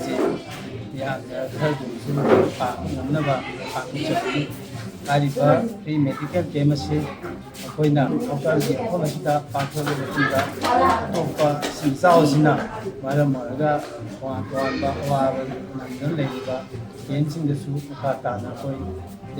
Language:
Manipuri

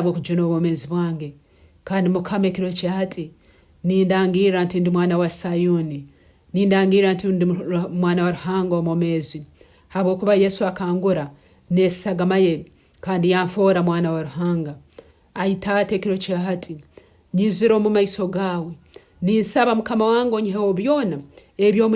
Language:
Nyankole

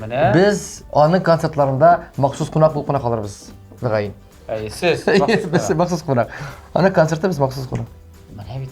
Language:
Tatar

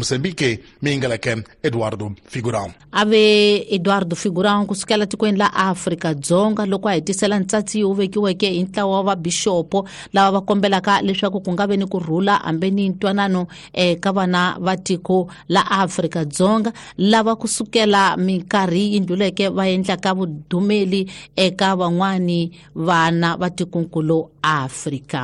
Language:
Tsonga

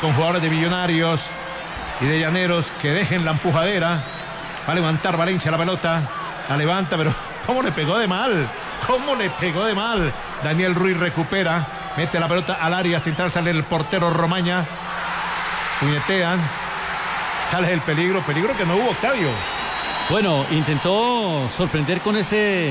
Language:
Spanish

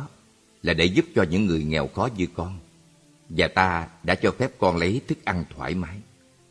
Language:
Vietnamese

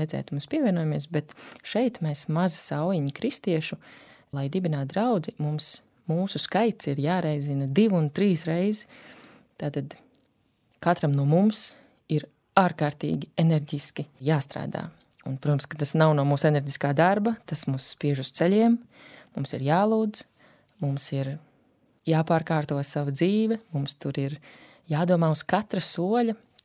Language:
Latvian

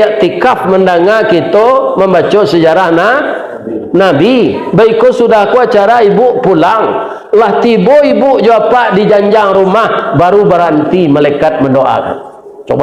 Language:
Minangkabau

